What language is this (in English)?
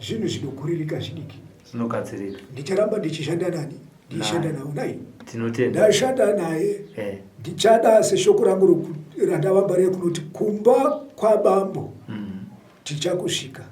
Shona